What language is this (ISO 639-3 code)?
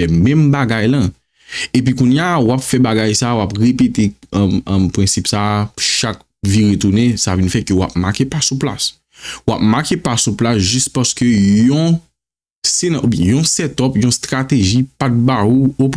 hat